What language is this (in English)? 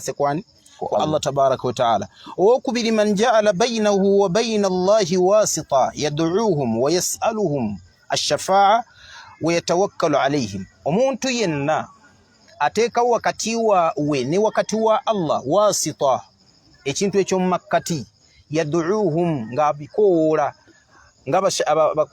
Ganda